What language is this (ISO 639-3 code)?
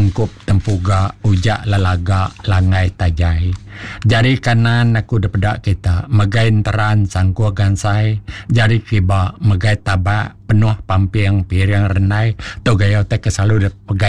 iba